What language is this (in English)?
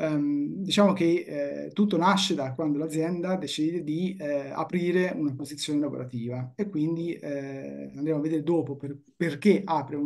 Italian